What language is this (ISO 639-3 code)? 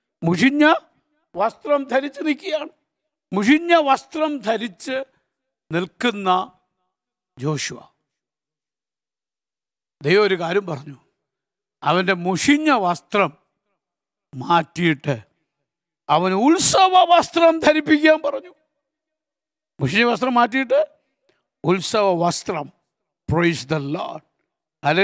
mal